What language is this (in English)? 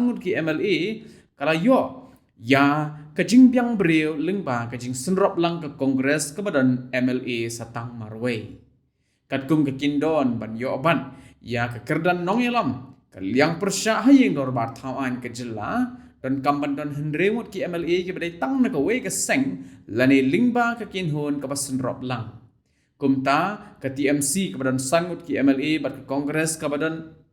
Khasi